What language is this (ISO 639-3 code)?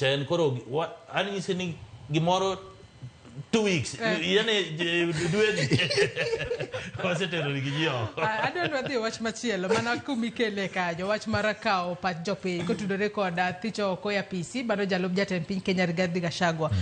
luo